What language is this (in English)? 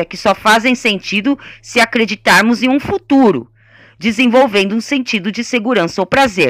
Portuguese